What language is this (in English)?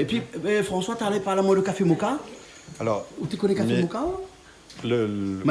Réunion Creole French